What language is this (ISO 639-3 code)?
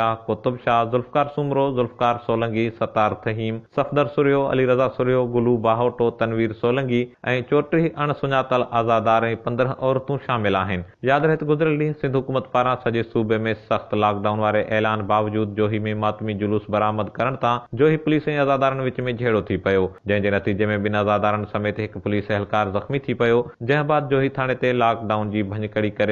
snd